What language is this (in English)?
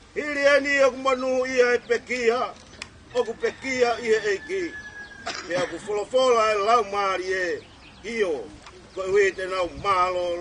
Tongan